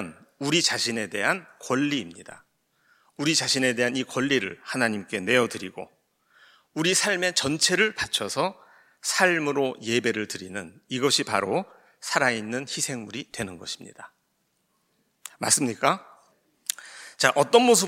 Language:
Korean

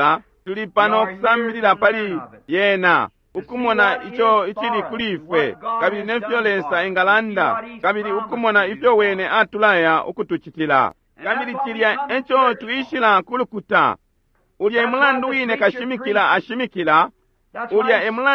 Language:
Bemba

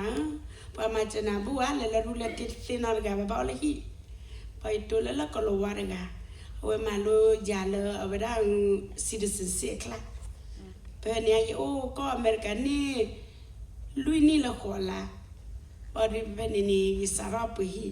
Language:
S'gaw Karen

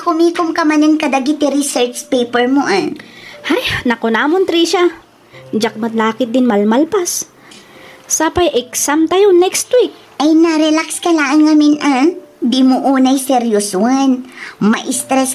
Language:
Iloko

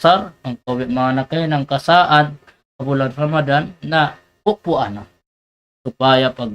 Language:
Tausug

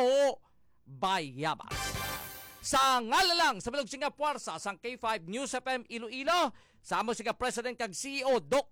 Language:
Hiligaynon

